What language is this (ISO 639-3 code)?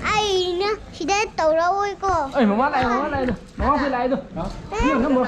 mni